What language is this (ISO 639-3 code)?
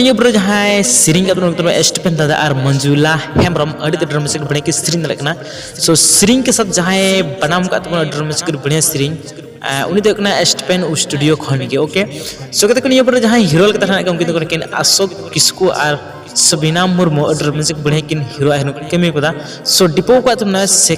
sat